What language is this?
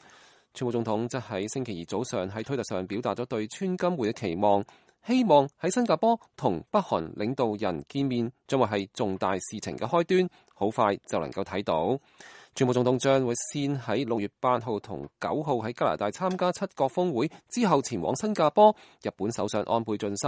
Cantonese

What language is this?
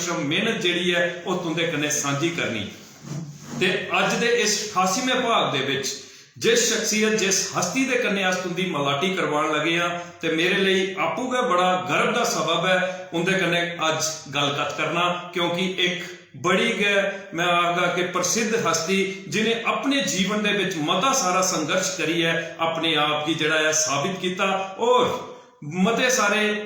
Dogri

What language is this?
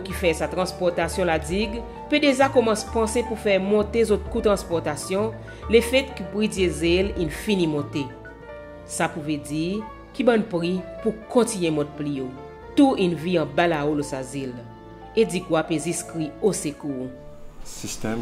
Seselwa Creole French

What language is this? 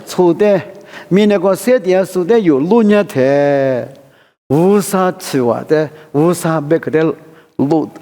Lisu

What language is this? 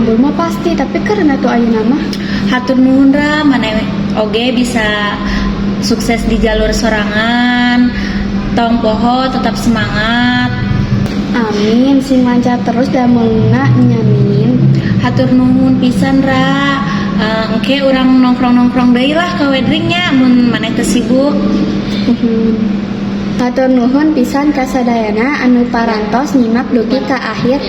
Sundanese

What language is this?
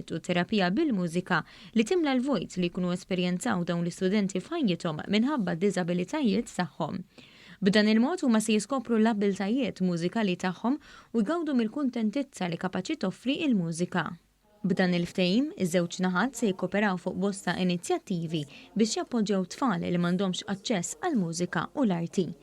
Maltese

